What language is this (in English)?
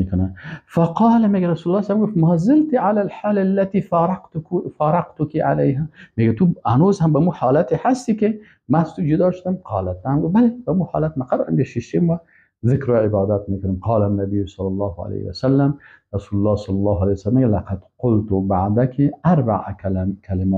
Persian